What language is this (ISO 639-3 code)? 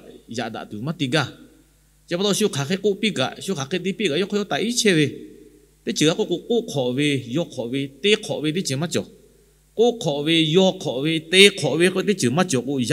lhu